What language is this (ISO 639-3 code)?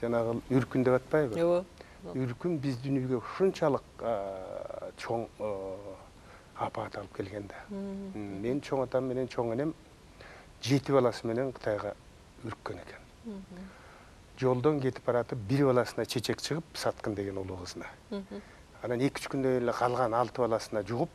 kir